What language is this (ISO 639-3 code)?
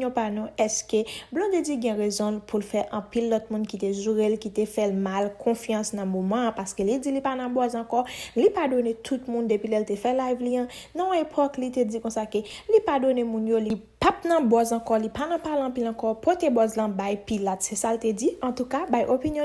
hat